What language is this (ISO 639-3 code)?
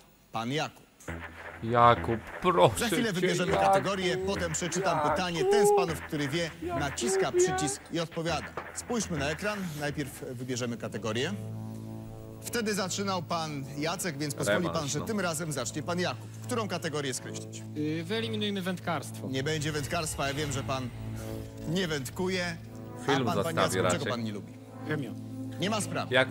pol